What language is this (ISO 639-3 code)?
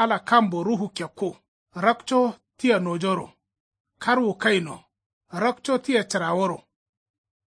kau